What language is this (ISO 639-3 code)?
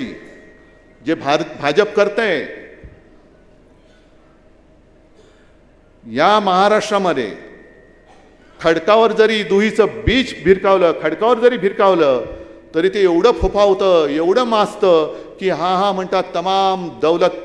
mar